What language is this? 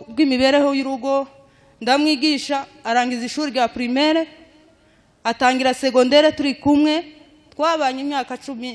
Kinyarwanda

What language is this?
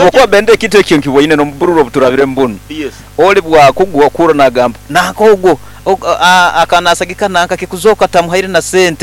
Nyankole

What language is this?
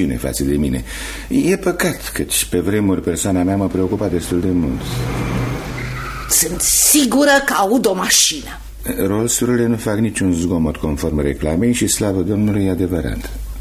Romanian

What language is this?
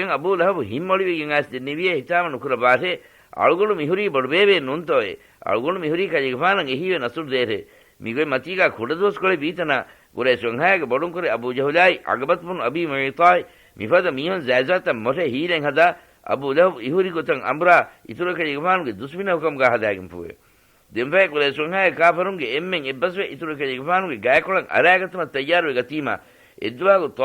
Divehi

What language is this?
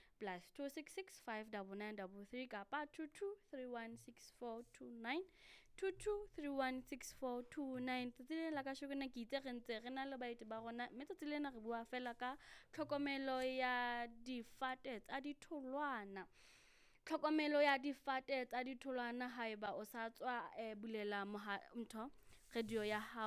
Southern Sotho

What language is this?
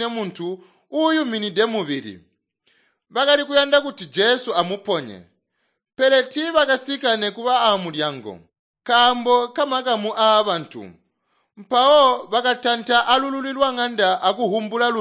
Tonga (Zambia)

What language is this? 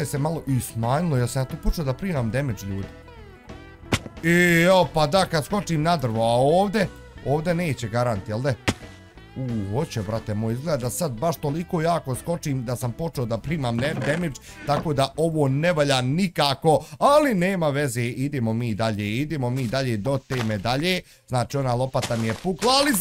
Bosnian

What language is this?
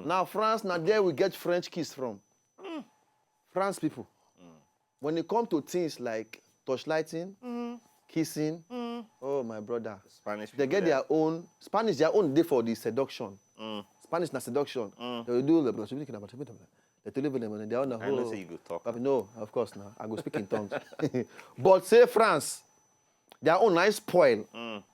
Nigerian Pidgin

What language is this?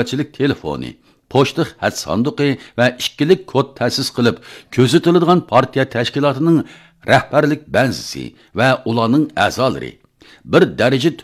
Uyghur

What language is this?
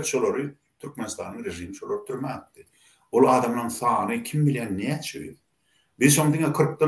Turkmen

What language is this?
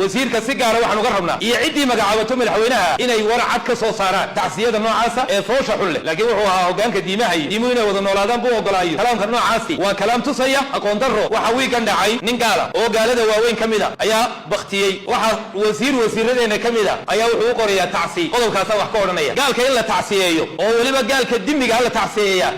Somali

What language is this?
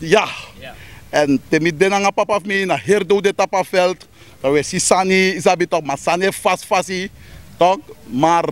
Sranan Tongo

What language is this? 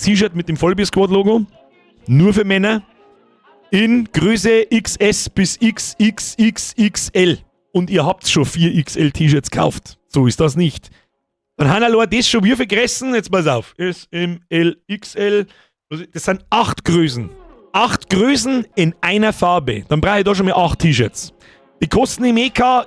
Bavarian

